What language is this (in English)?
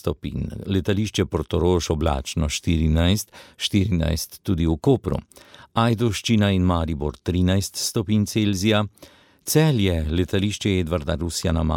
Slovenian